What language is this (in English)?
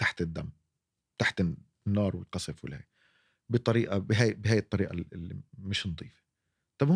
North Levantine Arabic